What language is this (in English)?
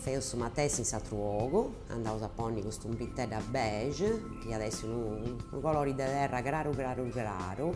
Sardinian